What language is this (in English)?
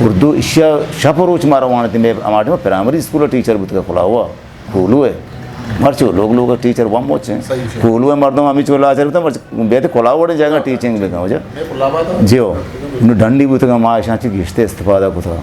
Eastern Balochi